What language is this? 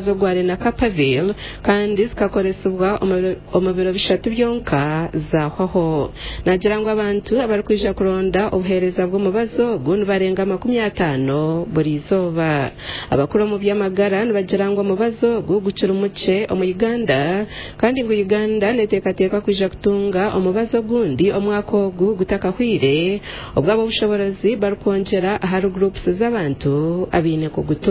Nyankole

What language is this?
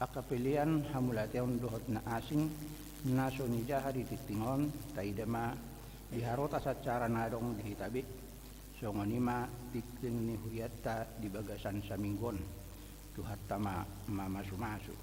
Batak Toba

